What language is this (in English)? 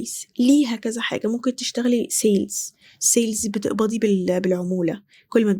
Egyptian Arabic